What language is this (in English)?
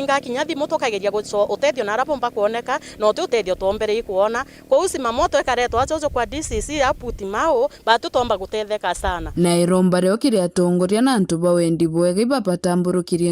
Meru